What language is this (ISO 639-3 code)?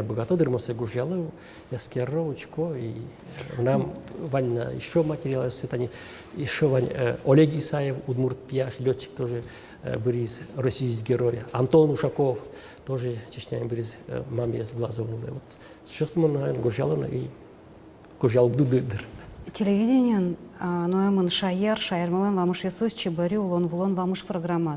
udm